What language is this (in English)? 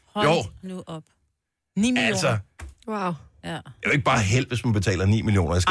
Danish